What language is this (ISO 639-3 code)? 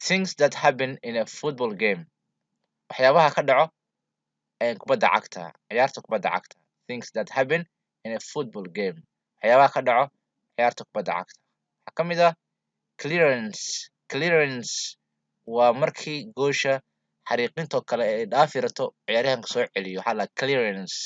som